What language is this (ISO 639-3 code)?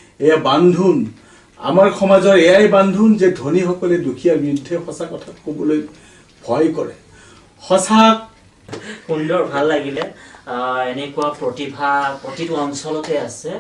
asm